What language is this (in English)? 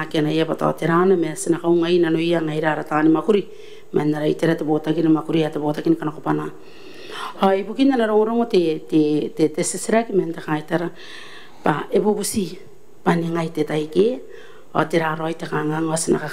Gilbertese